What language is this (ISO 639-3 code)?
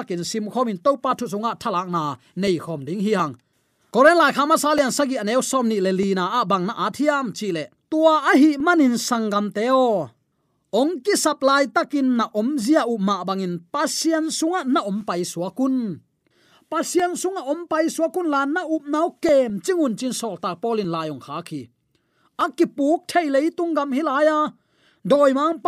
ctd